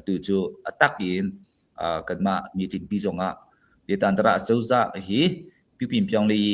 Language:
Hakha Chin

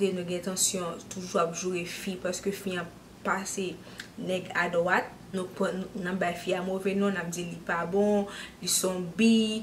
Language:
Haitian Creole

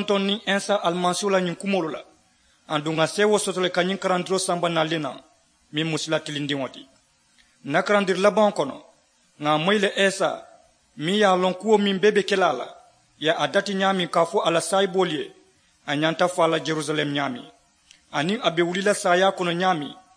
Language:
Mandingo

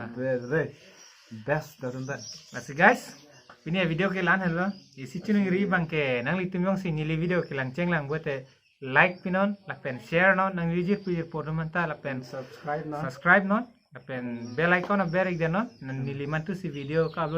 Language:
Karbi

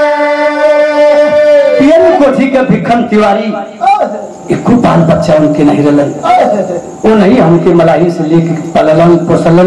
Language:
Bhojpuri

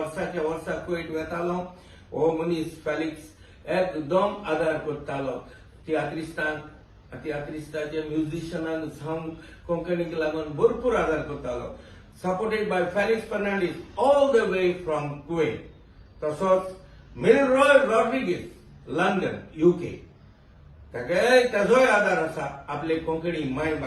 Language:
Konkani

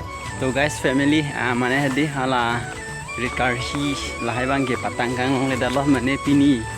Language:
Karbi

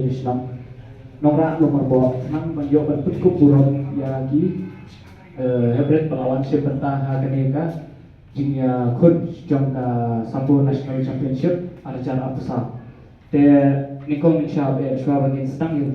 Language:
Khasi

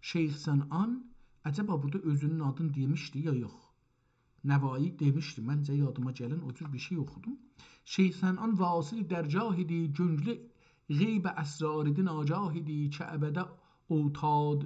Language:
South Azerbaijani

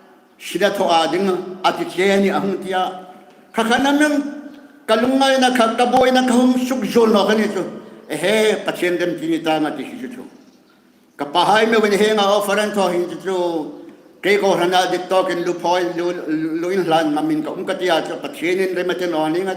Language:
Hmar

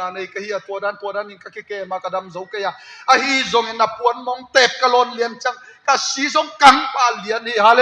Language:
Tedim Chin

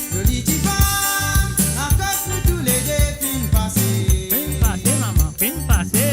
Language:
Morisyen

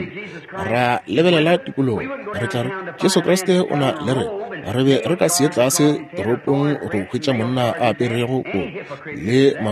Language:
Northern Sotho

